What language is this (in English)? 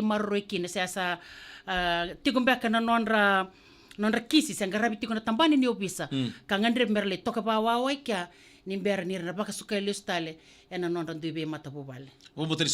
Fijian